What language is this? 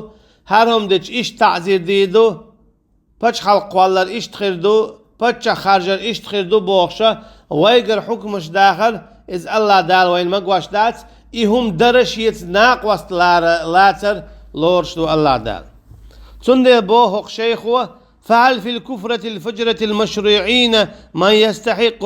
Chechen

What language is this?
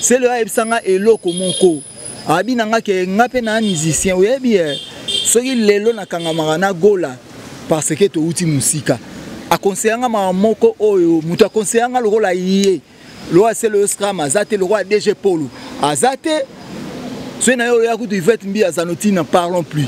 Lingala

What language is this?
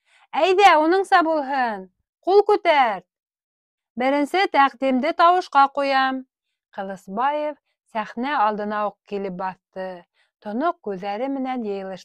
Bashkir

